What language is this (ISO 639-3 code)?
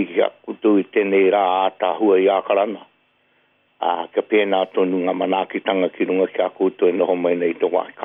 mri